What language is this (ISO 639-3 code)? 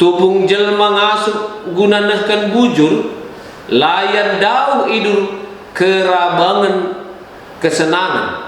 btx